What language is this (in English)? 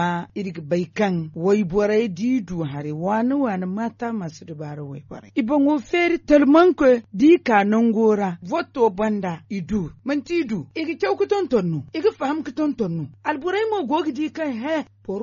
Zarma